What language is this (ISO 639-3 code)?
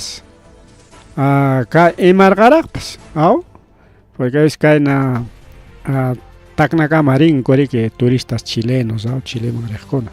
quy